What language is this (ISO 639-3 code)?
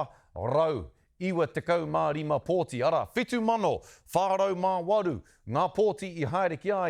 mri